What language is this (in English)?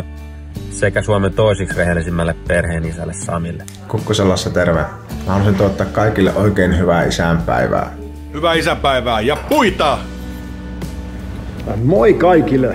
Finnish